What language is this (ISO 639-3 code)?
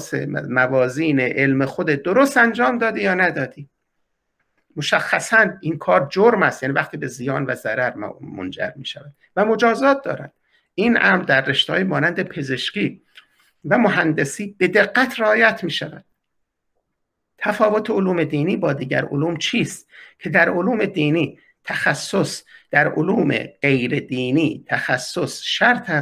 fas